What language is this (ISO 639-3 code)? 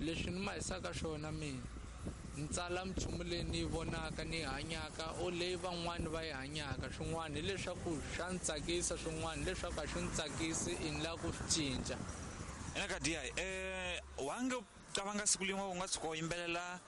tso